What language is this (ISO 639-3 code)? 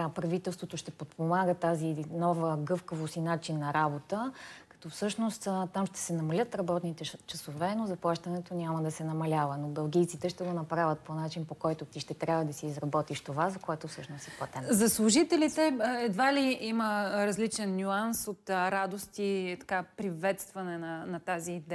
bul